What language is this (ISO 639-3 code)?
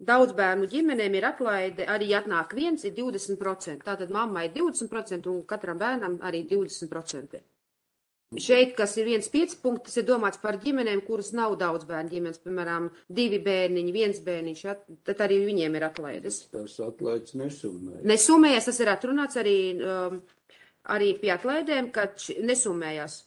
lav